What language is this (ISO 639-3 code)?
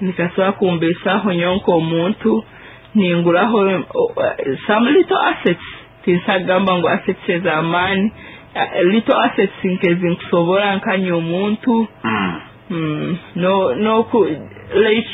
nyo